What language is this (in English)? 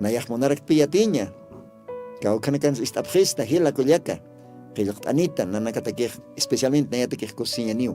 Aymara